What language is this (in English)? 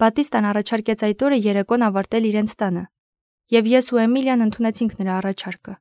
Armenian